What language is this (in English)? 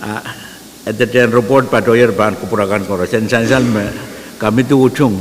Pohnpeian